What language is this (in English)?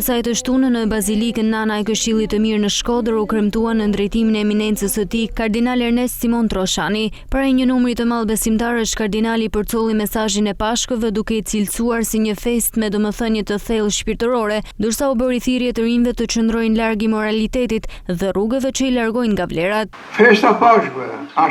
Albanian